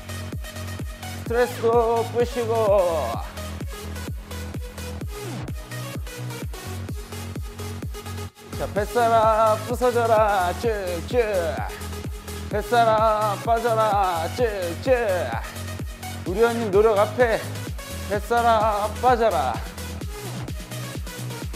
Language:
Korean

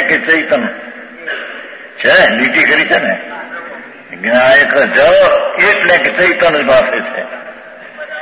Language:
Gujarati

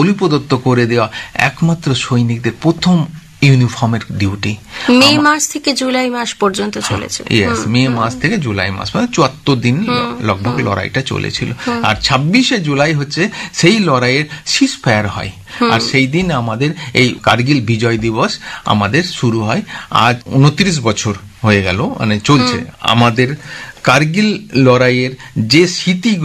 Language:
Bangla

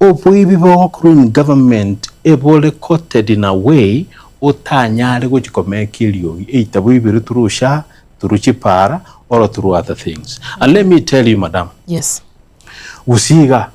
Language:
Gusii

